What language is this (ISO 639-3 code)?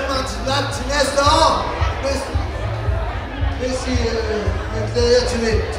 dan